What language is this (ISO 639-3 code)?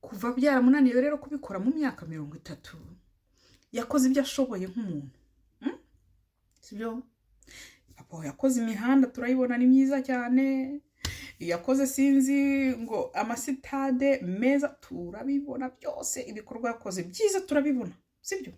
kin